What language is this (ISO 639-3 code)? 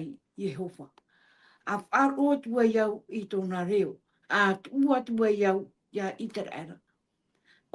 tah